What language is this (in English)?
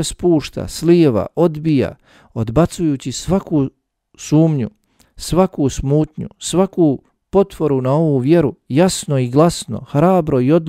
Bosnian